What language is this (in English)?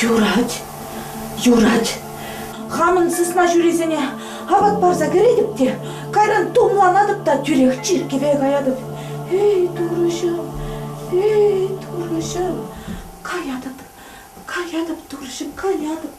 Chuvash